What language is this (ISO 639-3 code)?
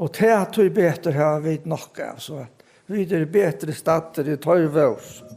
fao